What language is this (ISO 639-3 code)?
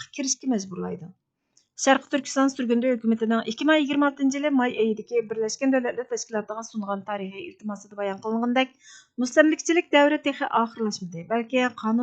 uig